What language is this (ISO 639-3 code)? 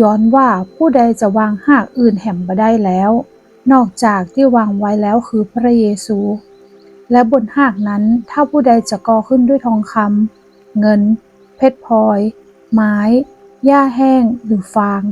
nod